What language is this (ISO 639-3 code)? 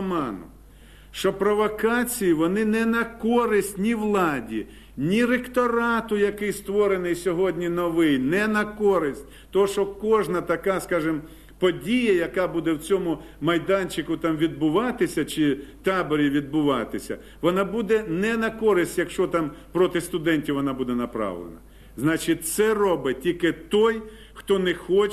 ukr